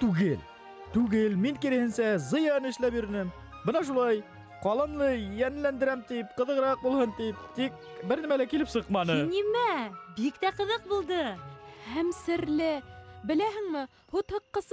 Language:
Bashkir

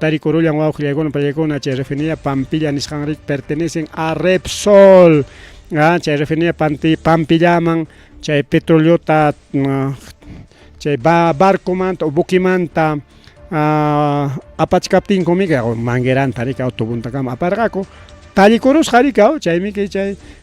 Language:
Ayacucho Quechua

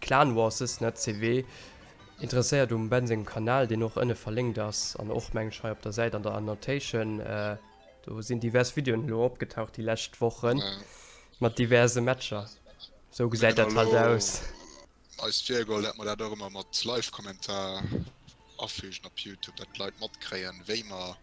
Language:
Luxembourgish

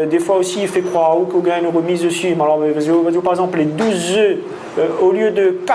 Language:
Réunion Creole French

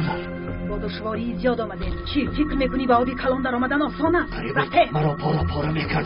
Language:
Tajik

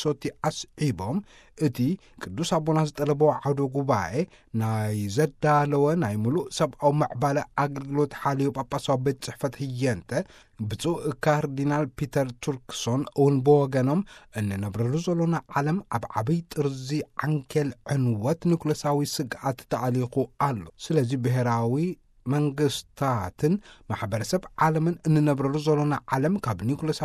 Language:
Tigrinya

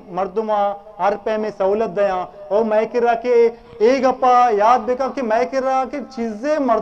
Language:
Eastern Balochi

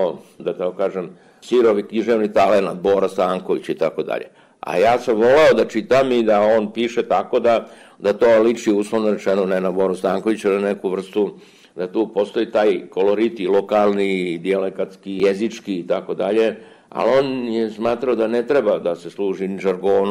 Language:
Serbian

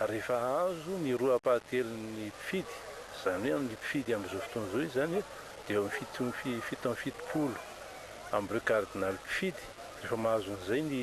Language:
Malagasy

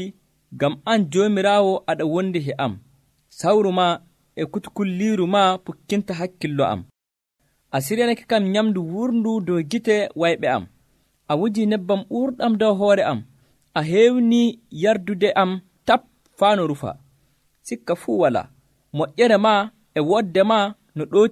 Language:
Nigerian Fulfulde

